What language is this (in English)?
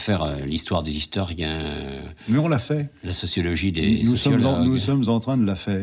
French